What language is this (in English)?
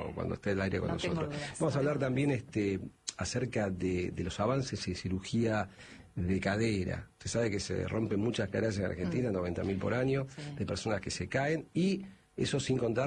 Spanish